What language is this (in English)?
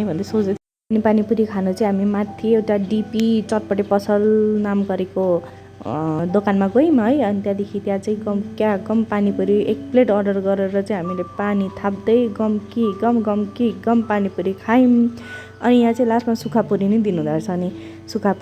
Nepali